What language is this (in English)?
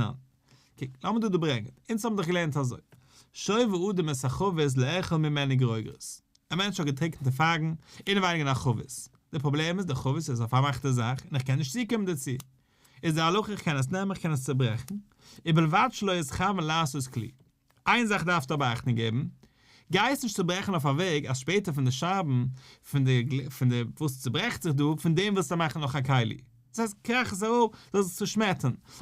Yiddish